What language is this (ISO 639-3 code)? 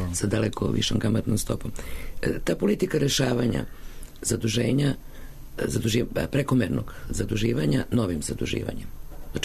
srp